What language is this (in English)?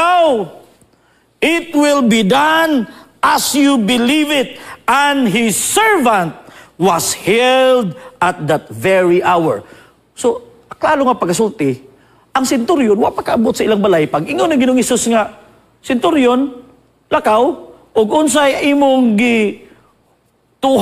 Cebuano